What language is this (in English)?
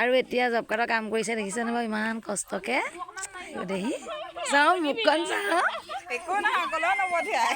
Assamese